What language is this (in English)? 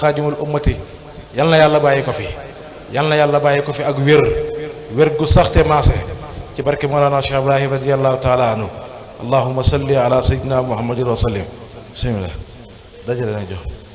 Wolof